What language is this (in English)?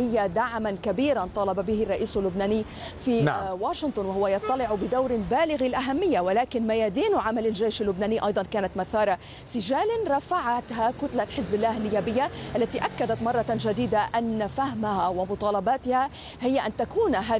Arabic